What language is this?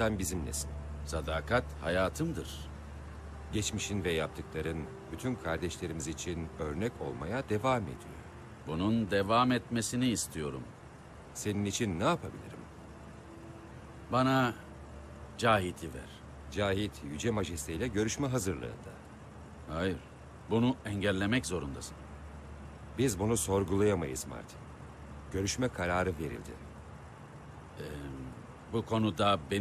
Turkish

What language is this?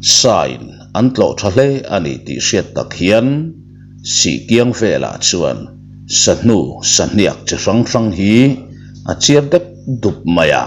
Mizo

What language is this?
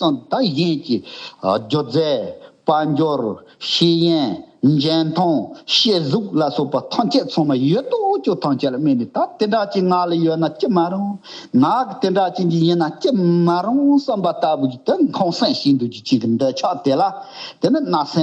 Tibetan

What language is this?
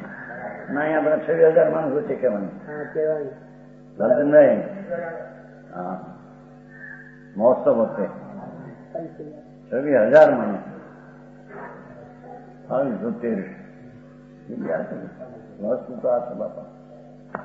Gujarati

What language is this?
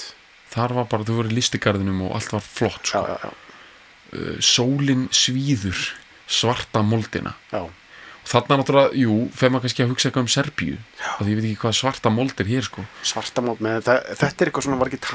Icelandic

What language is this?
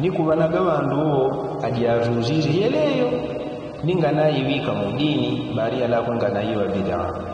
Yao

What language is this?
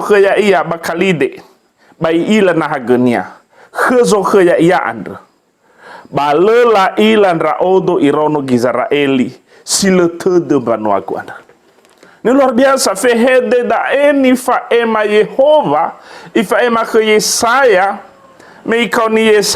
Nias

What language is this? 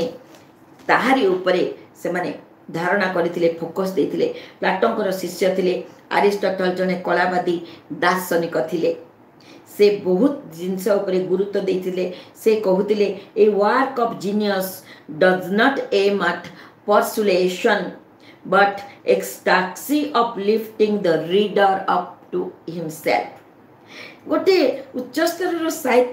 Odia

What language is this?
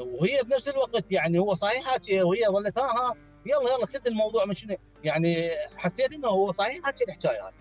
Mesopotamian Arabic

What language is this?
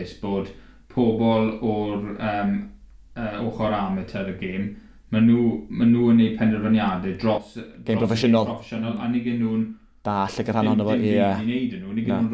Welsh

